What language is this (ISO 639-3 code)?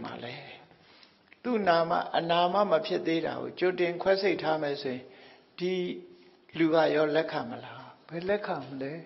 mya